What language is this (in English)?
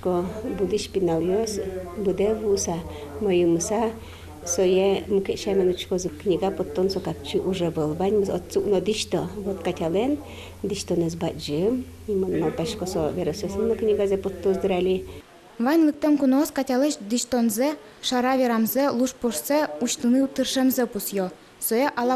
Udmurt